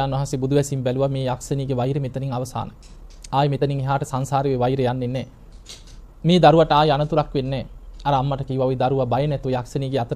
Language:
Sinhala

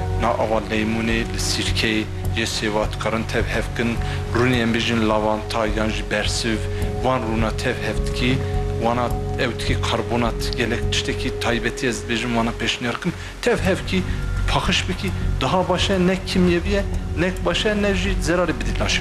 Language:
Kurdish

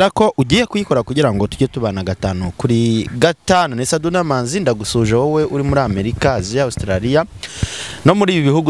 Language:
Kinyarwanda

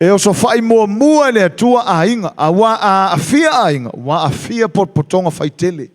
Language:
Samoan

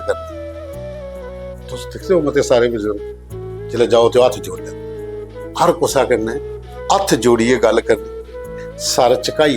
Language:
Dogri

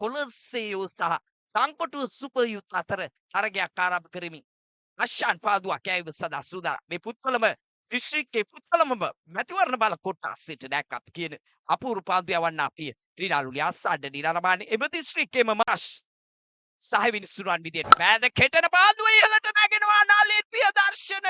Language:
Sinhala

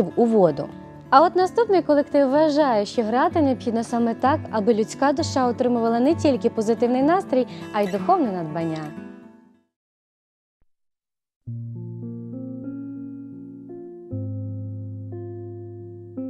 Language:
Ukrainian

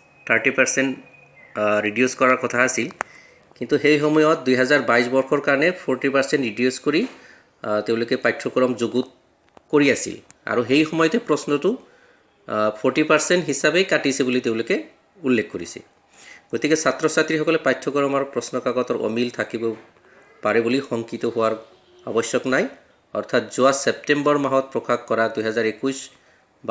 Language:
Assamese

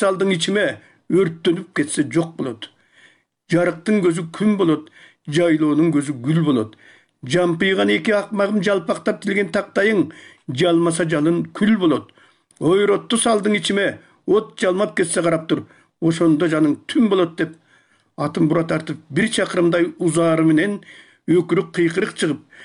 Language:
Kyrgyz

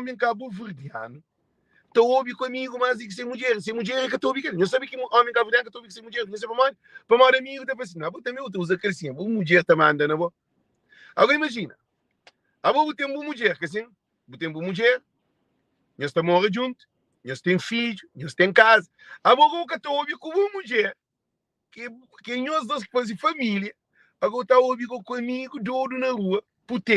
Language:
Kabuverdianu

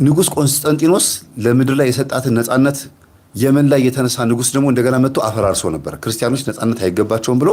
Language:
Amharic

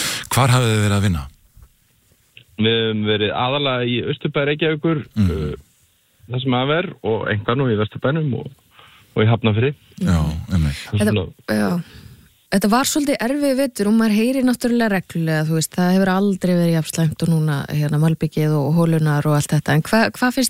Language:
Icelandic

